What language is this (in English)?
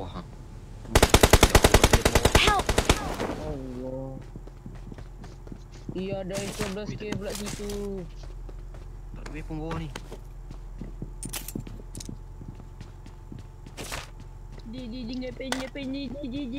Malay